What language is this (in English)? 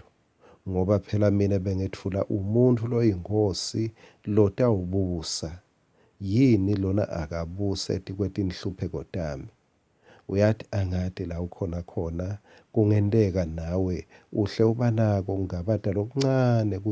Swati